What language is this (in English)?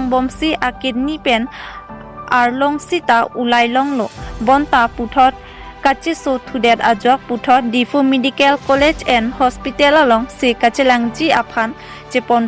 Karbi